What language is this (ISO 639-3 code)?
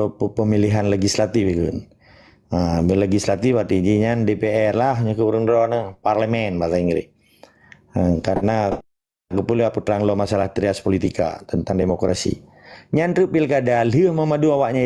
ace